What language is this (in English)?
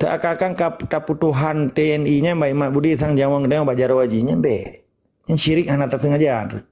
Achinese